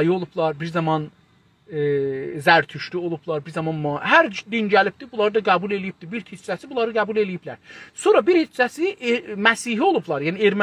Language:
South Azerbaijani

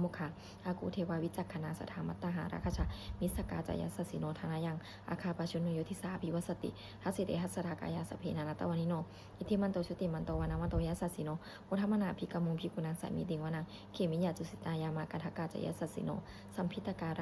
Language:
Pali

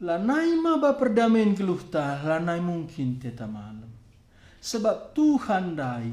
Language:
Batak Karo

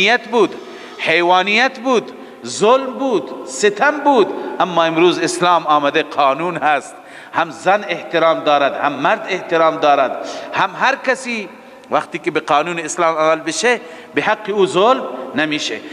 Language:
Persian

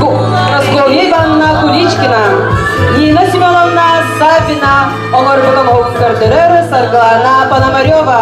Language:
Yakut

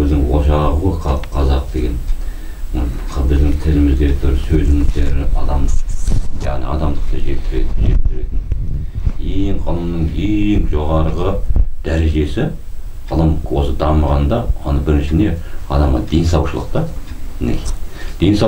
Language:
Kazakh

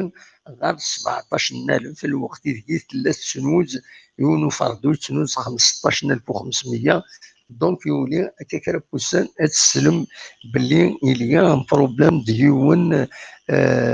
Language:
Kabyle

